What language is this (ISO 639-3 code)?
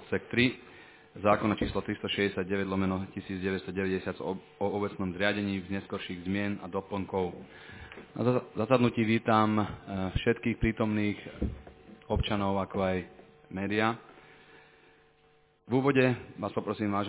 slk